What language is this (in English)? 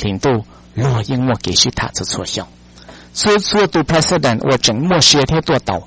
Hmong